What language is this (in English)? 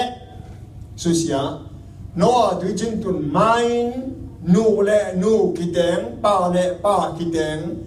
Tedim Chin